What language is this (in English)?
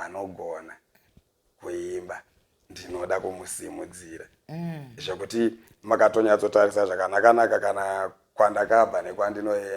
Shona